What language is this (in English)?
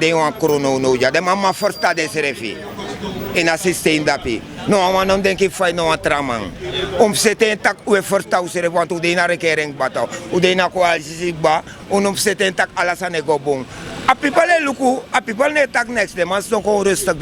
Sranan Tongo